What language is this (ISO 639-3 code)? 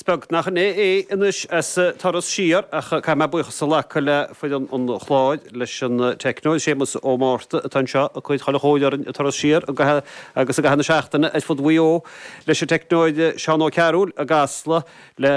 gle